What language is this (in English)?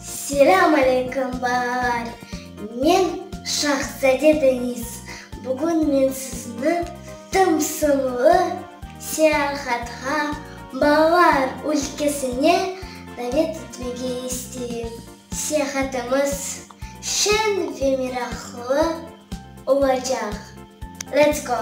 Crimean Tatar